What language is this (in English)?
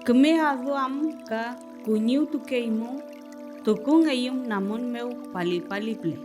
Mapuche